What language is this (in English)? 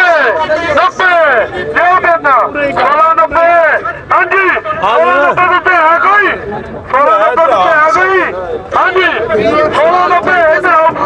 Punjabi